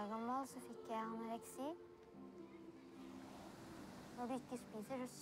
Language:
Norwegian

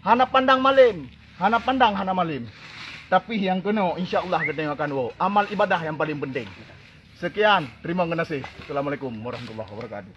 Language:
Achinese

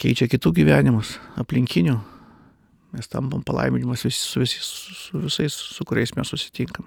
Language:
Lithuanian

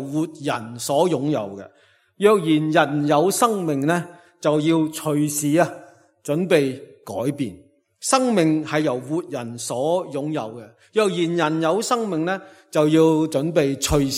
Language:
Cantonese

